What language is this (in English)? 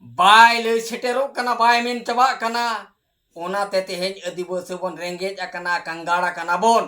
Santali